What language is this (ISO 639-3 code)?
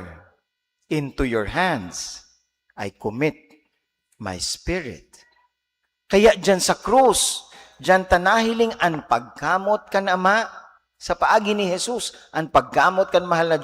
bik